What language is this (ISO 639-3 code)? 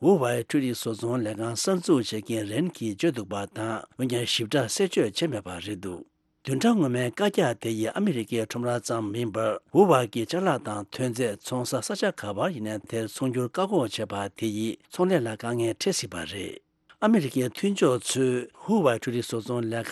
bod